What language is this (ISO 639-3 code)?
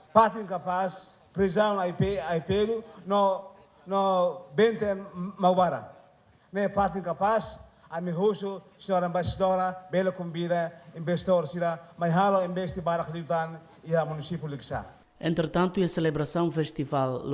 tet